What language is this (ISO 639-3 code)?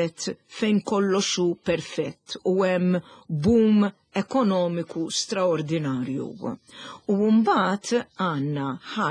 mlt